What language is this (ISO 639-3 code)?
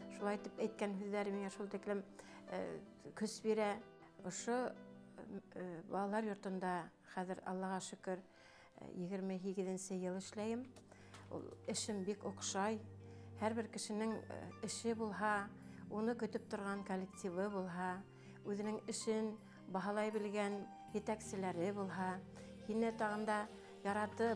bak